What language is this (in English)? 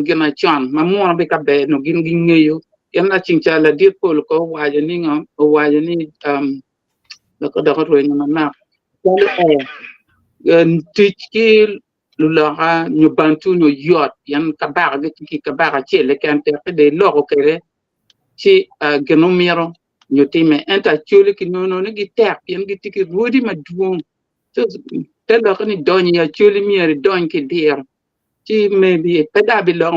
Acoli